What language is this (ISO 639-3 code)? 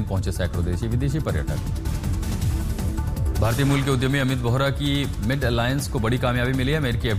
hin